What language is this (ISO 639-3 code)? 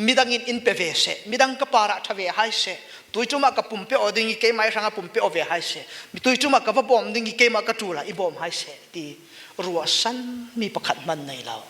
cfm